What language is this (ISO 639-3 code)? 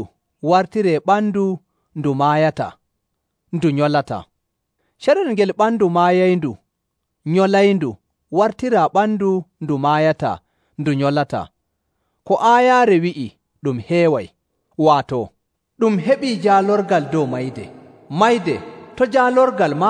fuv